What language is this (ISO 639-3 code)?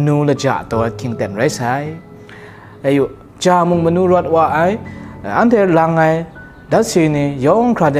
kac